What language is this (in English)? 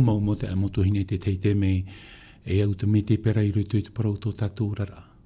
Tahitian